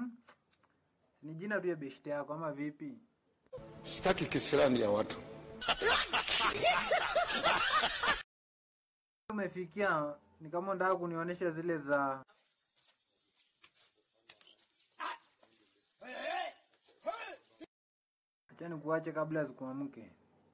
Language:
Swahili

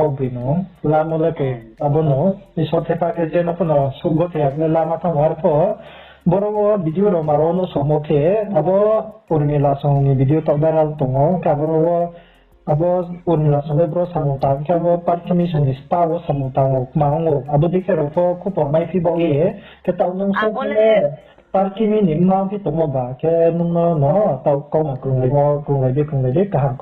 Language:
Riang (India)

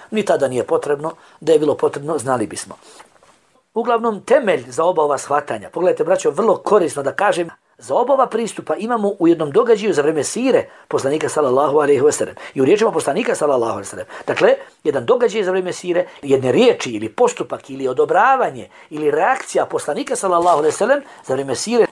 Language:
Bosnian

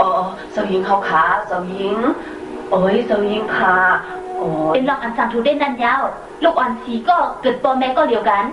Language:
Shan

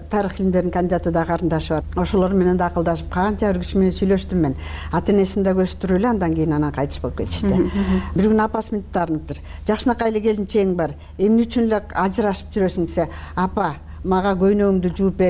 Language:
Kyrgyz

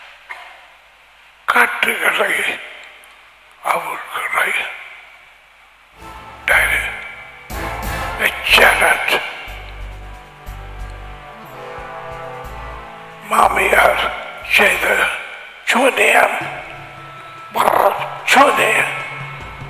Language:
Tamil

